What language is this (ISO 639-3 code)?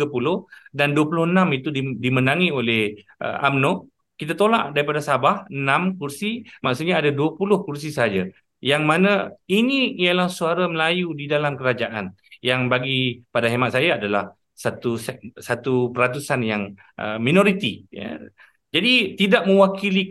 msa